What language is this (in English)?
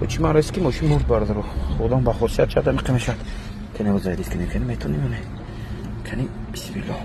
Tajik